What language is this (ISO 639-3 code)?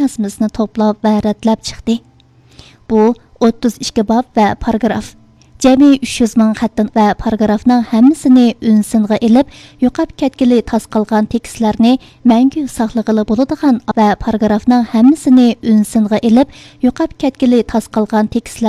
uig